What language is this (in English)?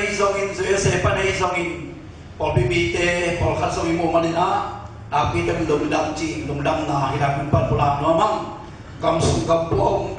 Tedim Chin